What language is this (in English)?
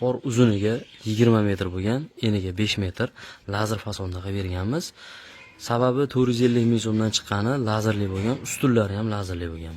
Uzbek